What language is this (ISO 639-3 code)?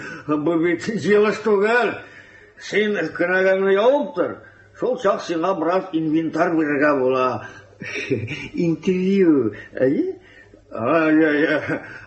tat